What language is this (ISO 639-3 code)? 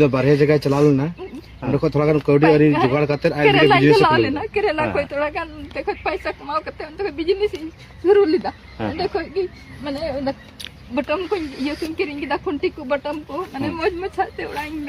sat